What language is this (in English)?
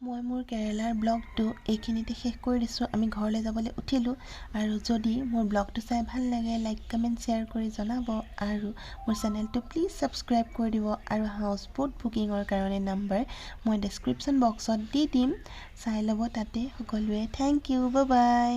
Assamese